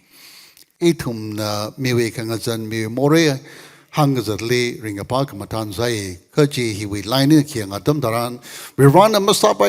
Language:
Tangkhul Naga (India)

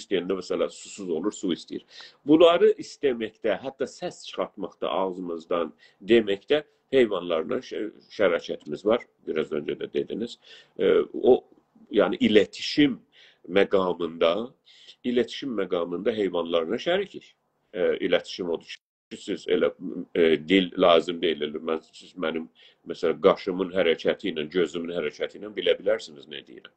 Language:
South Azerbaijani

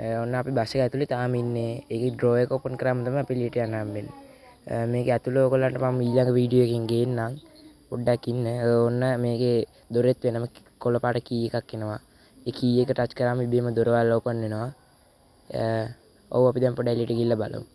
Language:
Sinhala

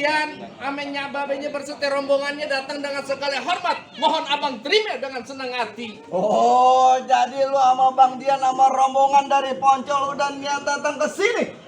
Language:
Betawi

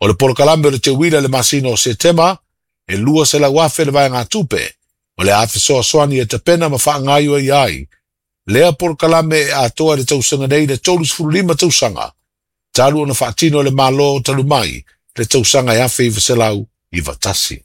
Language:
Samoan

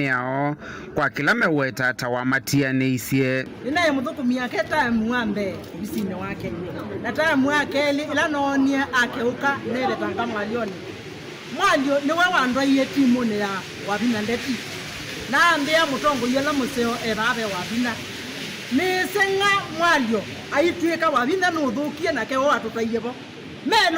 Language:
Kamba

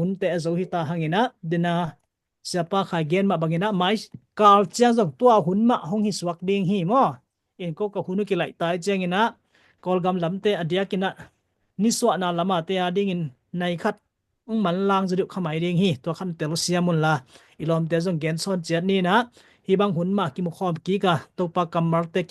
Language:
Tedim Chin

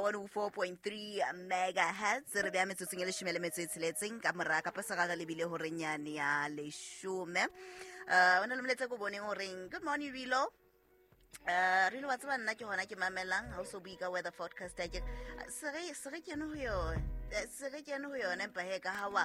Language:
Southern Sotho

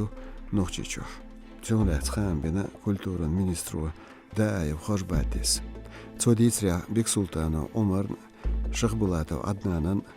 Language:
Chechen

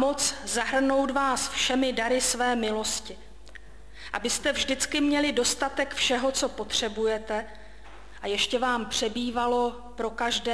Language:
Czech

